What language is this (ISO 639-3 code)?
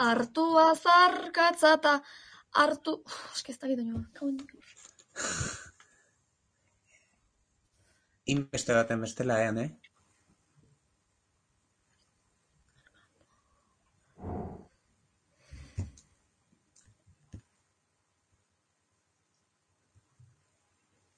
eus